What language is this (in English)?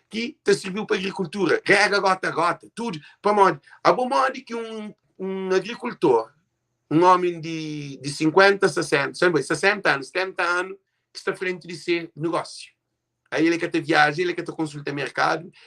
Kabuverdianu